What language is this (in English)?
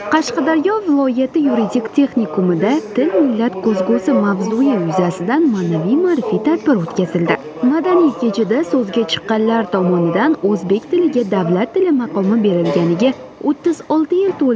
Uzbek